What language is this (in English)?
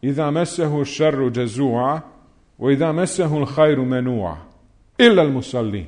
Bosnian